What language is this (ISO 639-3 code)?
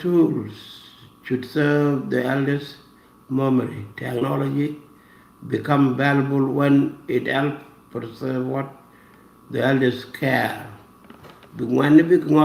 nus